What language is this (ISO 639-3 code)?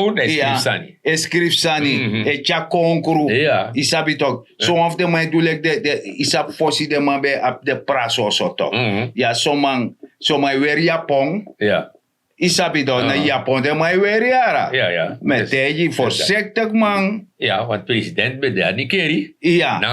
srn